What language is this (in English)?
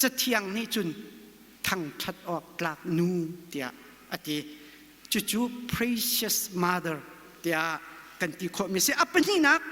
Hakha Chin